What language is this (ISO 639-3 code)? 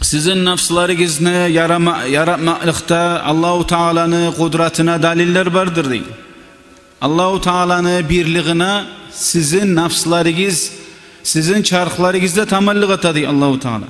kum